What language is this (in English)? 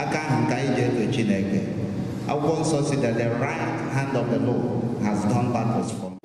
Igbo